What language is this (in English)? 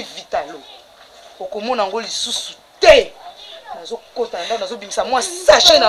Lingala